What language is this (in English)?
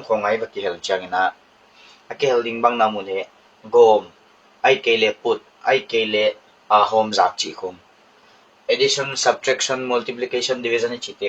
Paite Chin